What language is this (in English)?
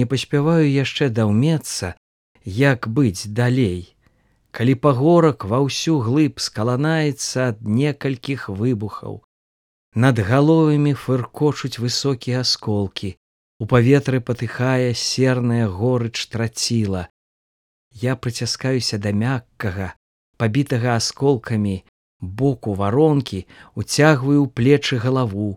Belarusian